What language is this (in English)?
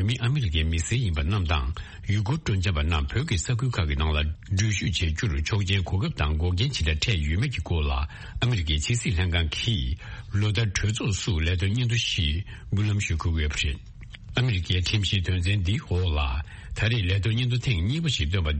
Tibetan